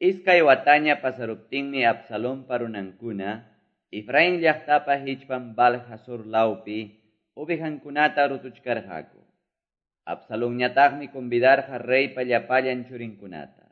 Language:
Quechua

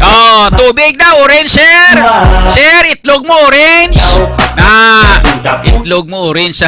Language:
Hiligaynon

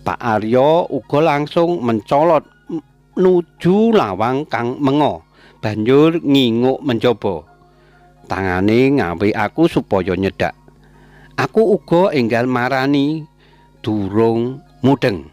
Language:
Javanese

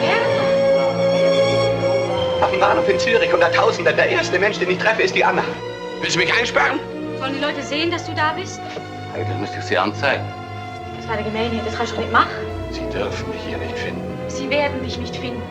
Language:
Swiss German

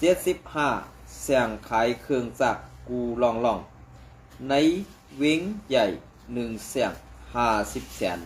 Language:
Shan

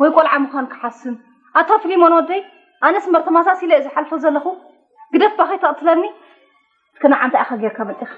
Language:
Tigrinya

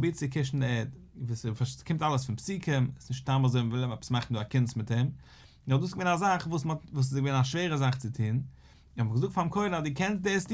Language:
Yiddish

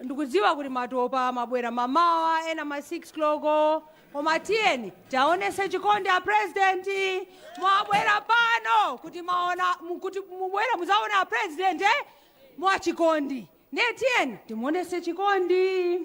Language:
Nyanja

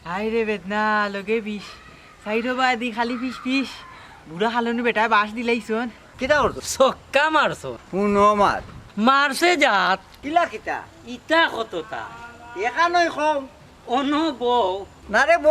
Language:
Sylheti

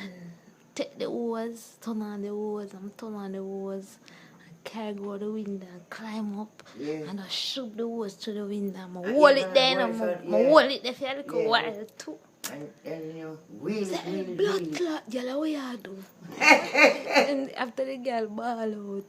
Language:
Jamaican Creole English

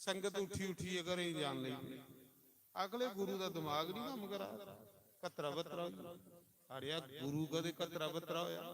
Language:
Dogri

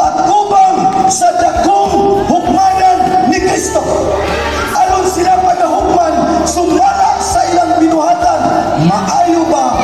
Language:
Cebuano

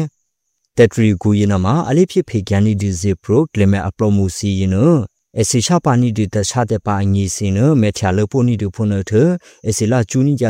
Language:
Burmese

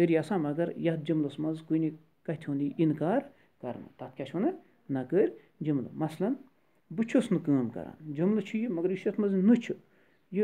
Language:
Kashmiri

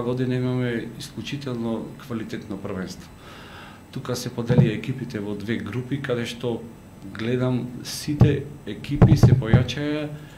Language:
Macedonian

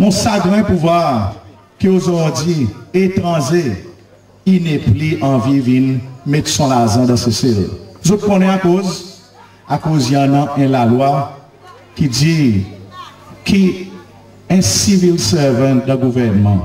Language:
Seselwa Creole French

